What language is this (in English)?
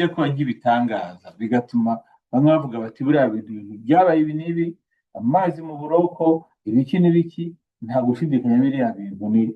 Kinyarwanda